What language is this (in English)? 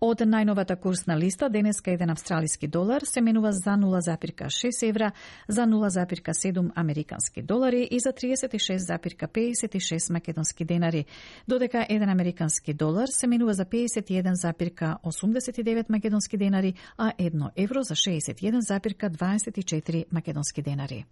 Macedonian